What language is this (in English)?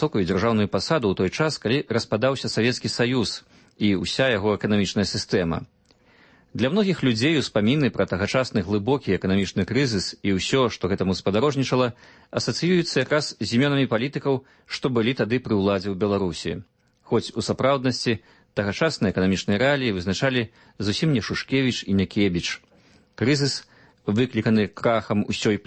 Belarusian